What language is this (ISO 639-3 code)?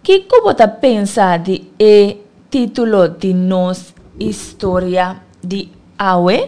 pap